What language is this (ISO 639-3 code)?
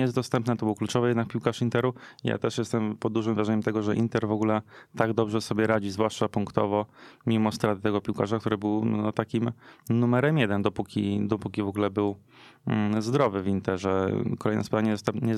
pol